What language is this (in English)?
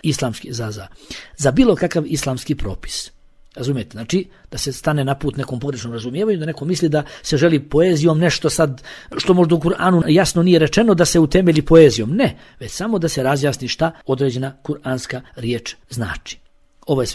Bosnian